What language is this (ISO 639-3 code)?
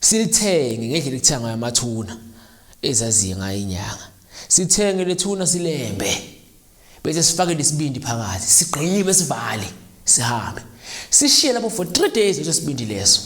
zul